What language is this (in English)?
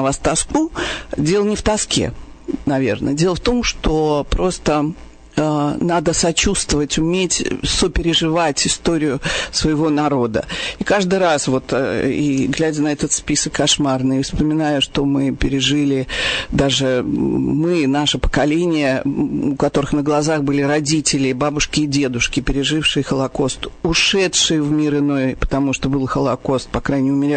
Russian